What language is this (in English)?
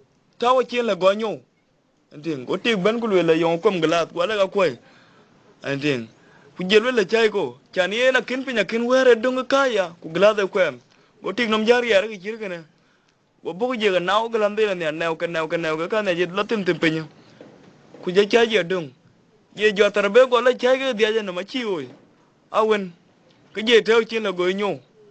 Dinka